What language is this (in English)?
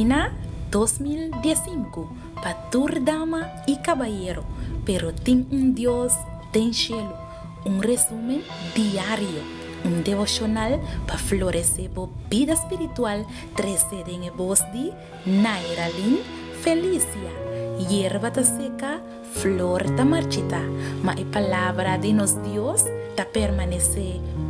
Papiamento